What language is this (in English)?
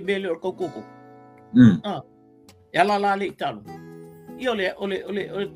Samoan